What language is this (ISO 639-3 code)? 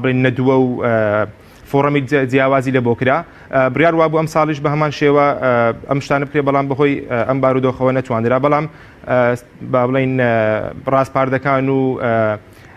ckb